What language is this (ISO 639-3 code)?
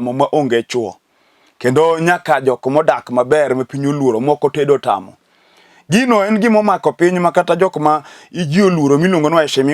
luo